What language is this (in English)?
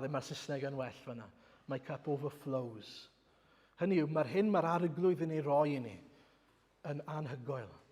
Welsh